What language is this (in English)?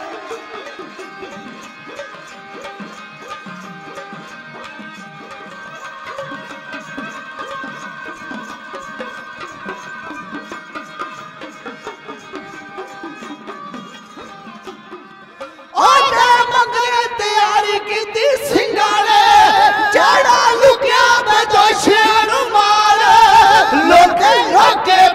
Punjabi